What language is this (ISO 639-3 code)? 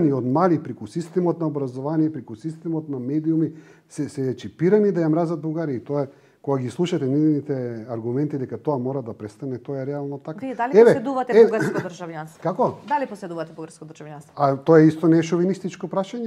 mkd